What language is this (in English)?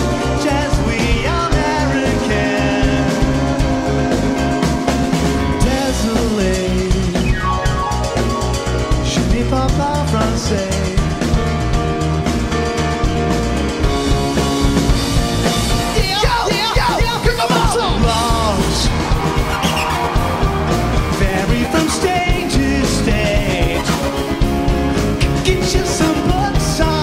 English